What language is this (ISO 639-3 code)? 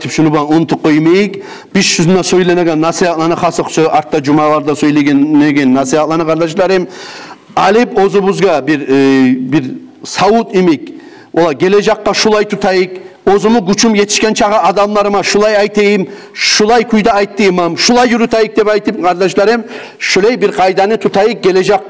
kum